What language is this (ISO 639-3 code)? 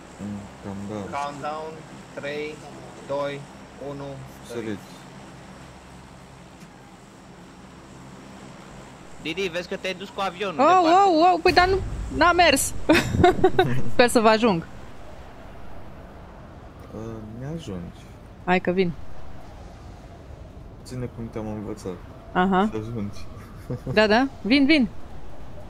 ron